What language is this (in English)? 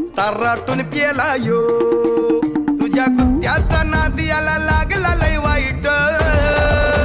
Marathi